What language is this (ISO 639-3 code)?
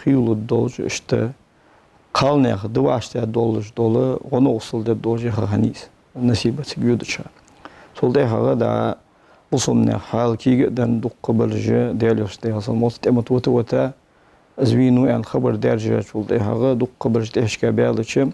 inh